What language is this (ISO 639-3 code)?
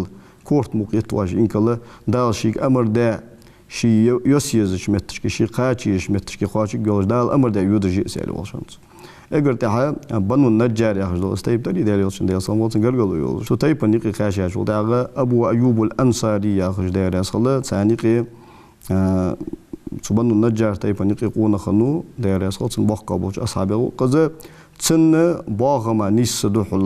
inh